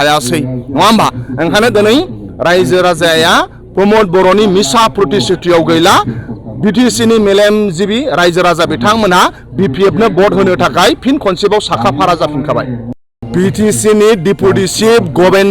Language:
Bodo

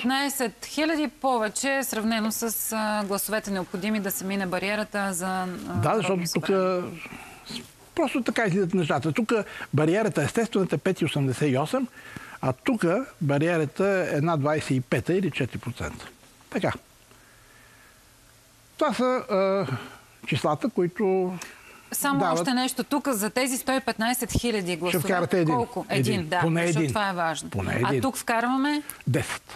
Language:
Bulgarian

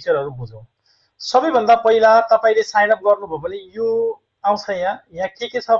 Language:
Nepali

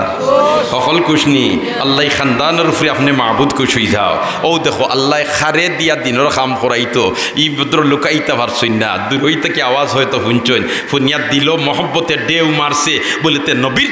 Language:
Sylheti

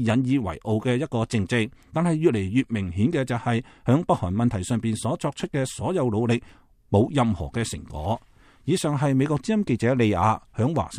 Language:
Cantonese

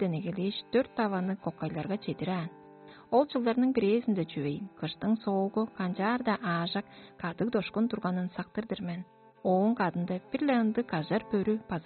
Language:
Tuvinian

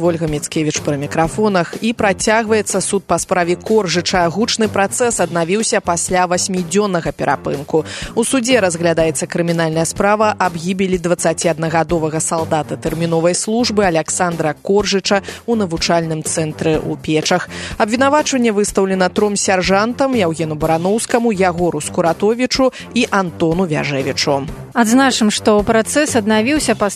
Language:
Belarusian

